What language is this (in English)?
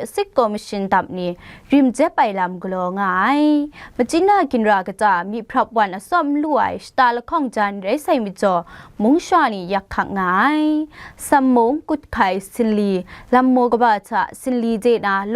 Kachin